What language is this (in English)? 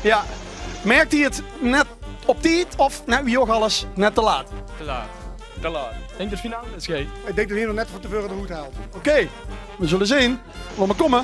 Limburgish